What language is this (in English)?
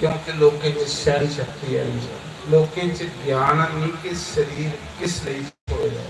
Dogri